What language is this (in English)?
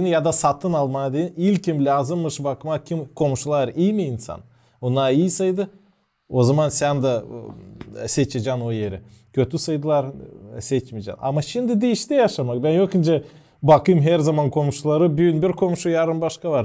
Gagauz